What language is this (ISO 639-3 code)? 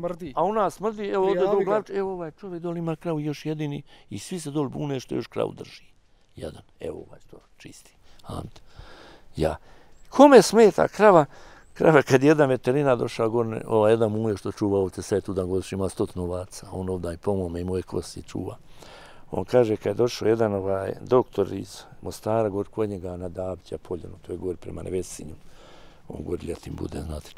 bos